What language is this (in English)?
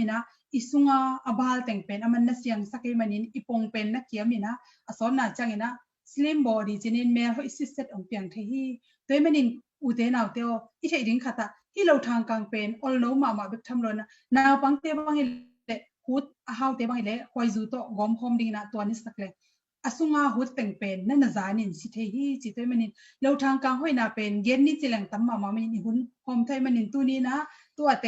Tedim Chin